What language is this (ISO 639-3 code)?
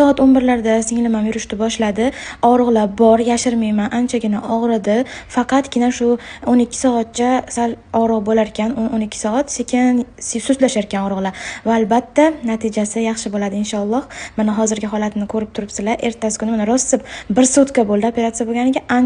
uzb